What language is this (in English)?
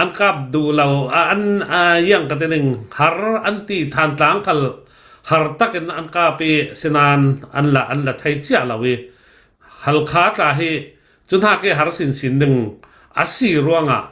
Hakha Chin